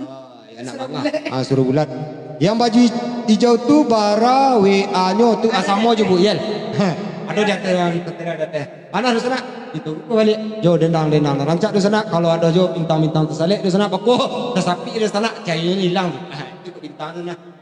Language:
Minangkabau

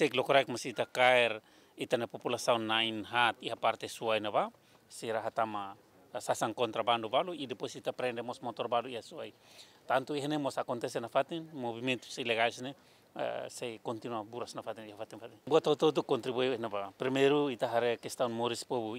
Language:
Tetum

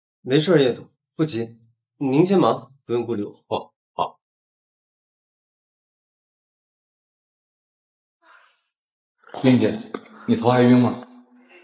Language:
Chinese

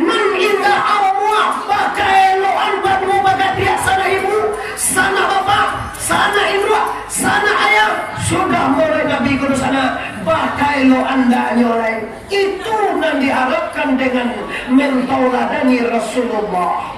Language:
Minangkabau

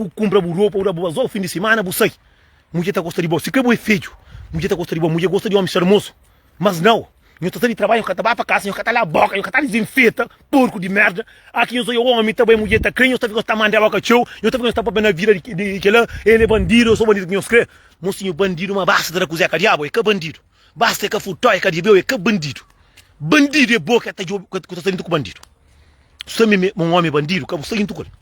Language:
Kabuverdianu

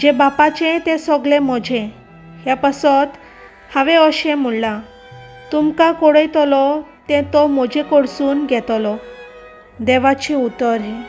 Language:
Konkani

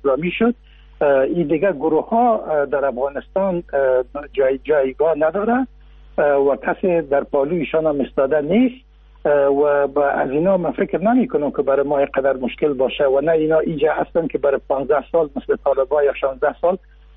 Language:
Persian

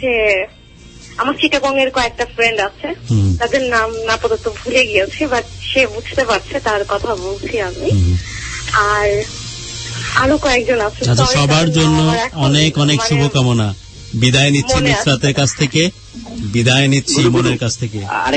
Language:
Bangla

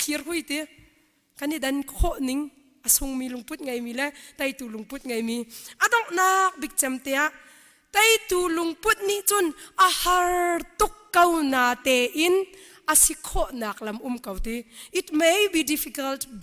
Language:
Hakha Chin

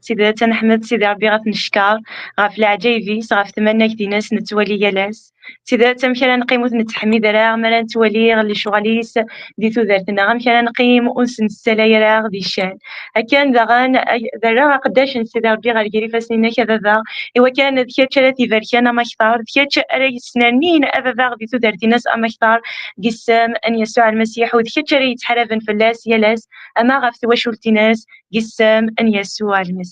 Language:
Kabyle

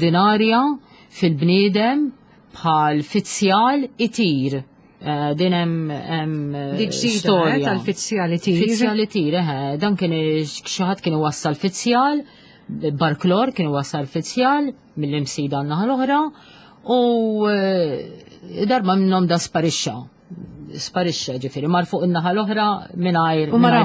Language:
Maltese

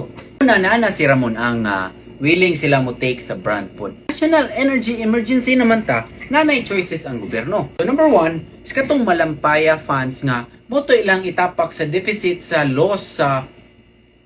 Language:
Cebuano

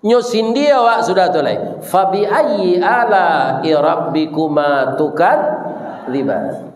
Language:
Minangkabau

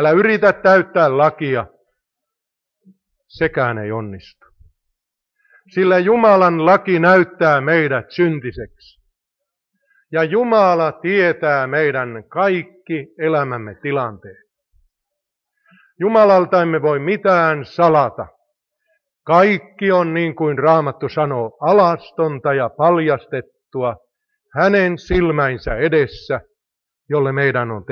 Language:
Finnish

